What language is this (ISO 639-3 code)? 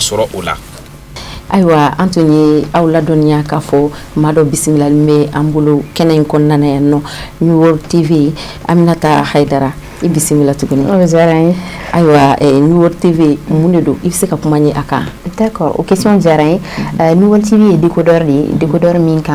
bam